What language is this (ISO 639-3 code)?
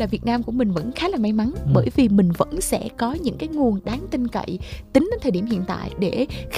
vie